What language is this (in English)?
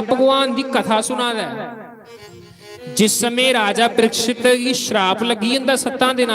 Dogri